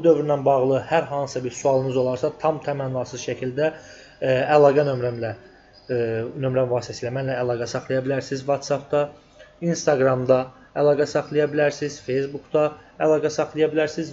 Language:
Azerbaijani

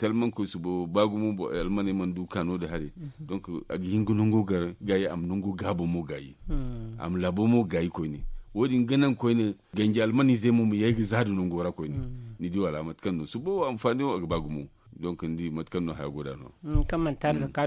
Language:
Zarma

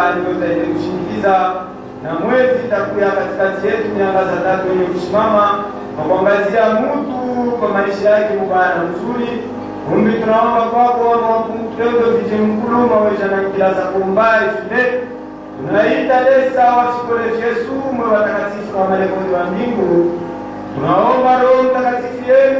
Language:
Swahili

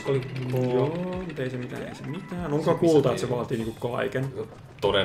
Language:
Finnish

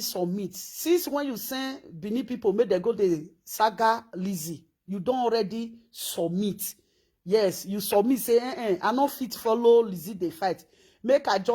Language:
Nigerian Pidgin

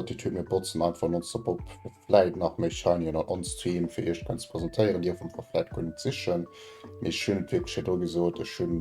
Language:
Luxembourgish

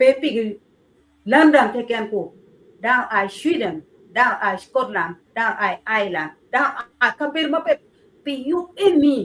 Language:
Acoli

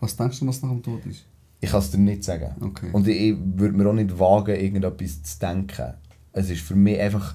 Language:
Swiss German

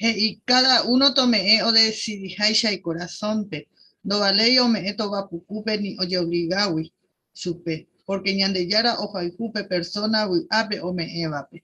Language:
Guarani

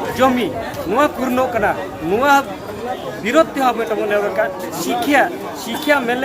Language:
Santali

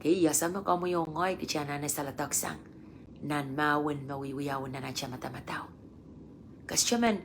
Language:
Pohnpeian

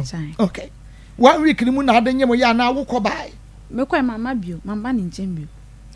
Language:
Akan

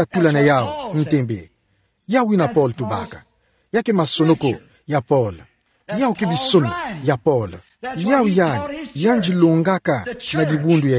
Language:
Kituba (Democratic Republic of Congo)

